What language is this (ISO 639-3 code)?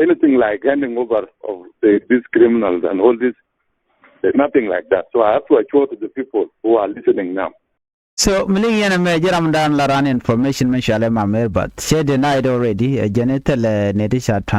nus